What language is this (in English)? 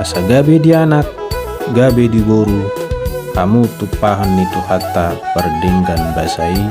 Batak Toba